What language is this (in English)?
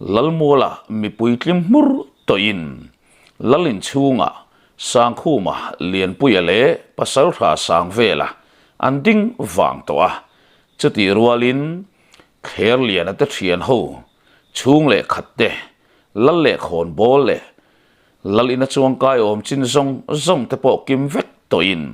Mizo